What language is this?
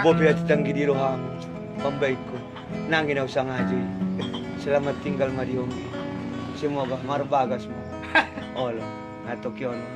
Batak Angkola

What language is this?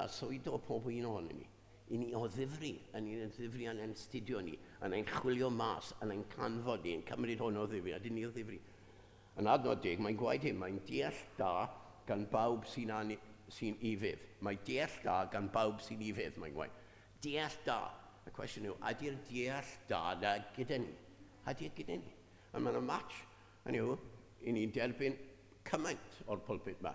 Welsh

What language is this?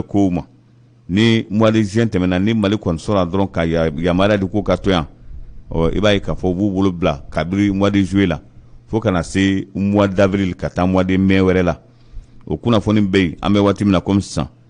Bambara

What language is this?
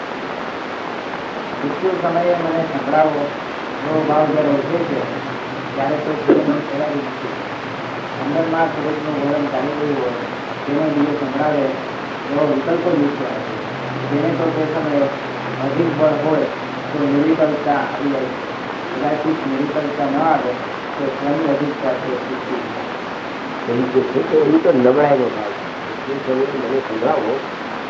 Gujarati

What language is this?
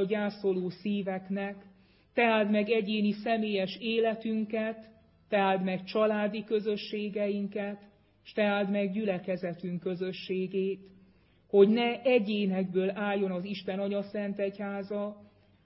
Hungarian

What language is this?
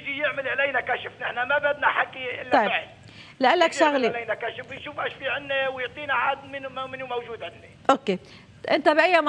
North Levantine Arabic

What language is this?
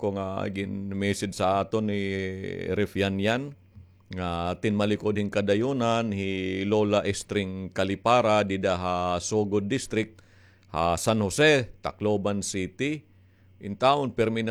Waray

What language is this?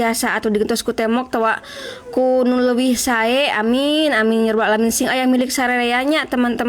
Sundanese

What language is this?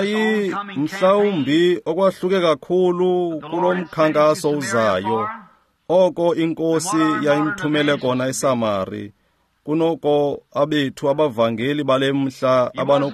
Xhosa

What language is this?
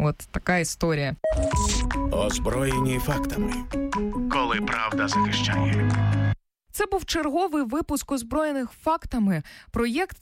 Ukrainian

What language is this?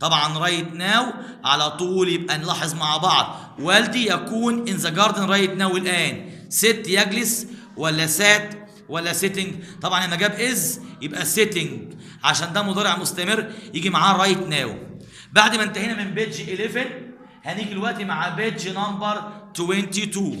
Egyptian Arabic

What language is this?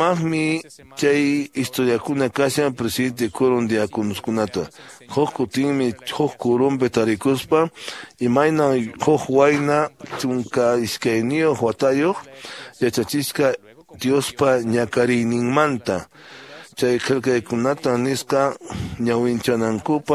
Quechua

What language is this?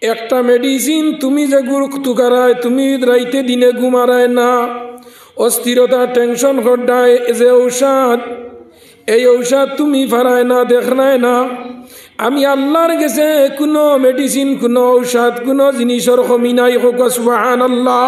Sylheti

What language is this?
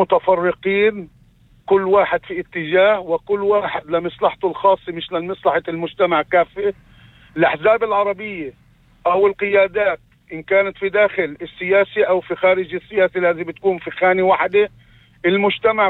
North Levantine Arabic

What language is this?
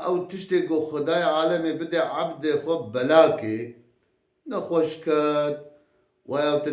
Kurdish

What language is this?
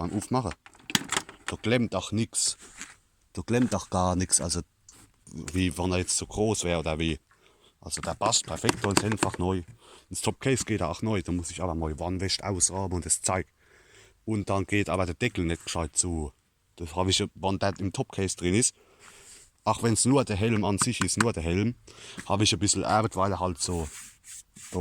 Palatine German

